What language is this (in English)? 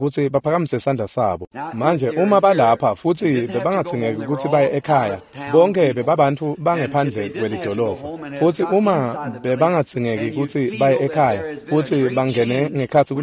Swati